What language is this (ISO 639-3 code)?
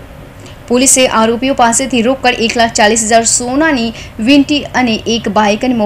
guj